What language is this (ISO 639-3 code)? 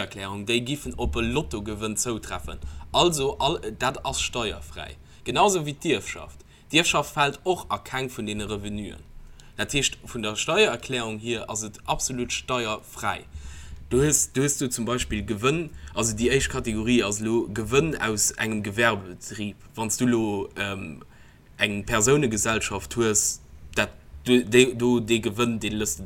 ltz